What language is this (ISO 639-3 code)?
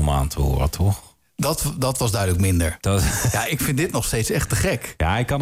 nld